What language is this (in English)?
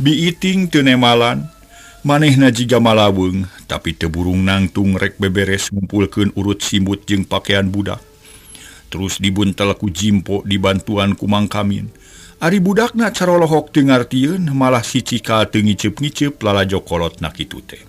Sundanese